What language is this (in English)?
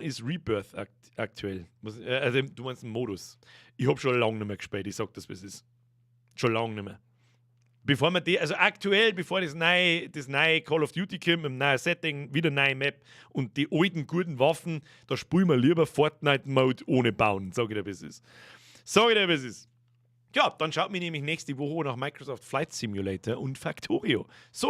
Bavarian